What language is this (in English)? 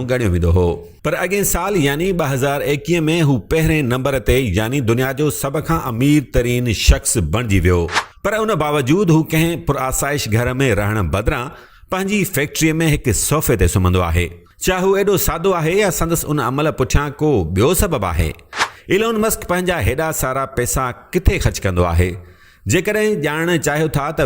Sindhi